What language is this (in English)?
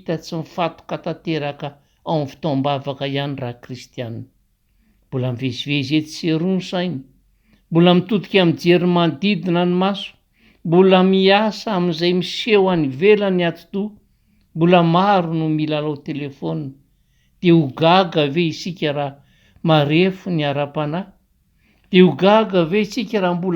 Malagasy